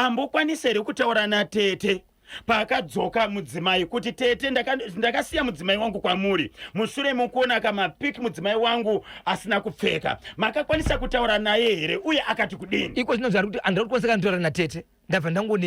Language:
Shona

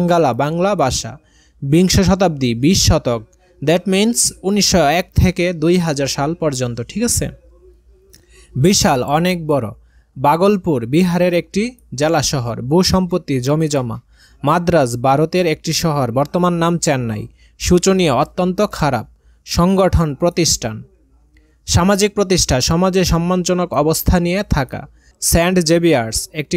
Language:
Bangla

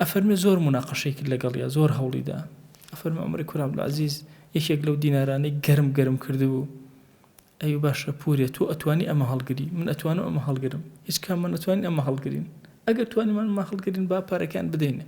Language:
Central Kurdish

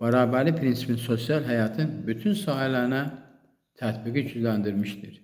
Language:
Azerbaijani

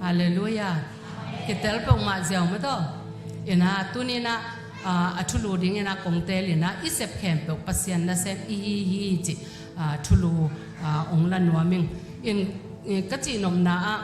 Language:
Tedim Chin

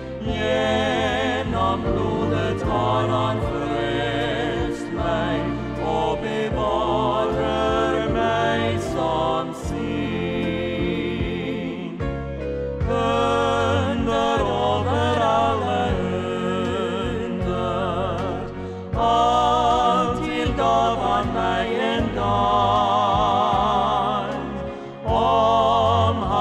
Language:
Norwegian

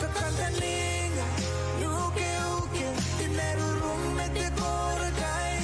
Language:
Gilbertese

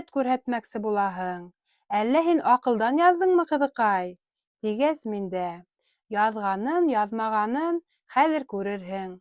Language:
Bashkir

